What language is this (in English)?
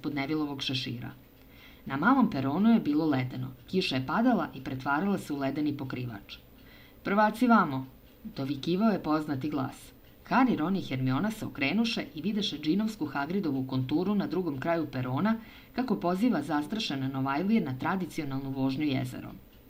Serbian